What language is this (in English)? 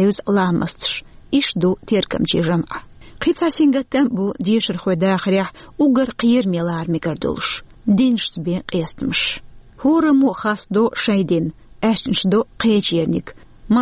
Chechen